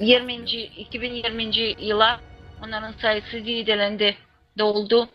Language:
Gagauz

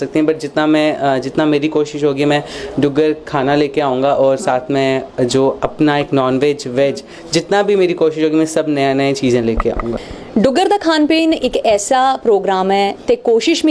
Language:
Dogri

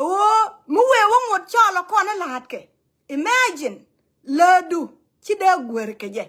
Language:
Nuer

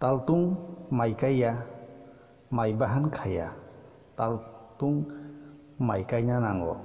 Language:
Kok Borok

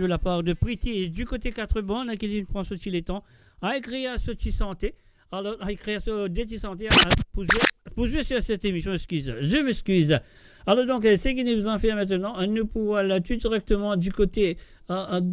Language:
Morisyen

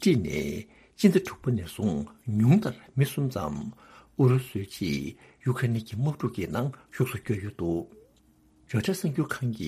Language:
Tibetan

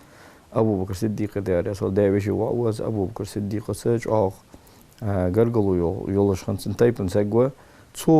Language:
Ingush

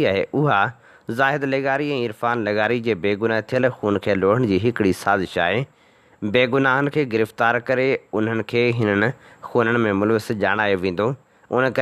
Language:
Sindhi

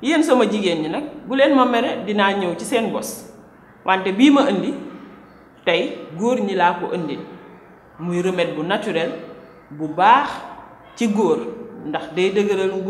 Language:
Wolof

